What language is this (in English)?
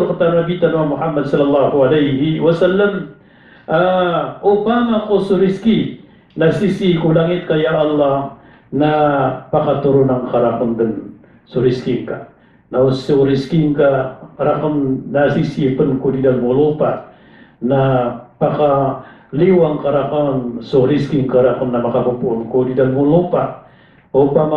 Maranao